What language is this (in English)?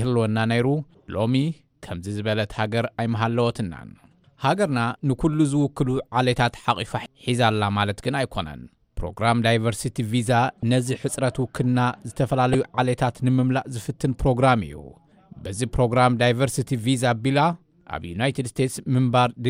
Tigrinya